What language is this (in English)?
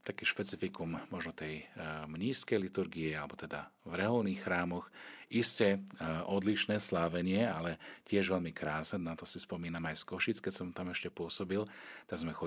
Slovak